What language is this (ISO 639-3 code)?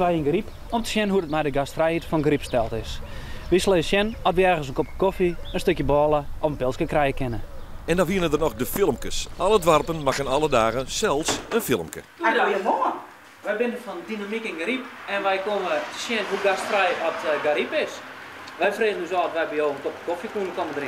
fry